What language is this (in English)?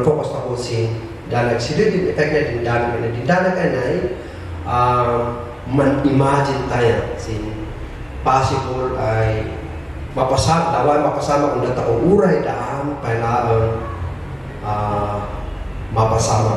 Kankanaey